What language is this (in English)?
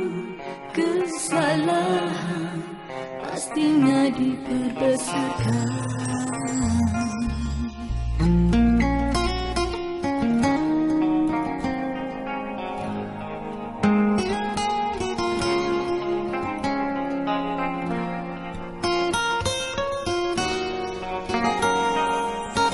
Malay